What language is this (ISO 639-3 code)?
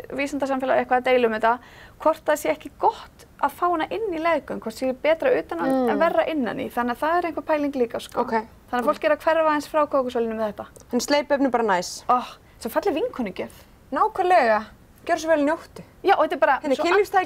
isl